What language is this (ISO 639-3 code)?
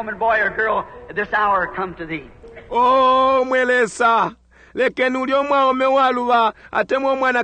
bem